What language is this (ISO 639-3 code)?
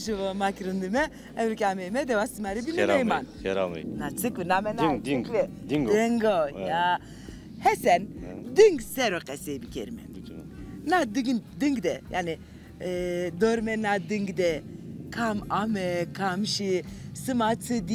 zza